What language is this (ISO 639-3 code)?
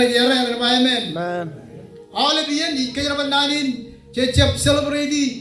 mah